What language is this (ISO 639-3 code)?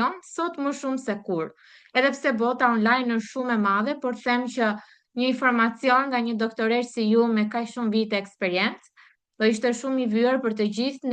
sqi